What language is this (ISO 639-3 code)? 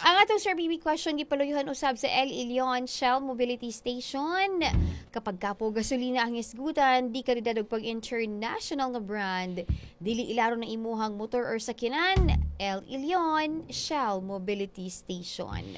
ceb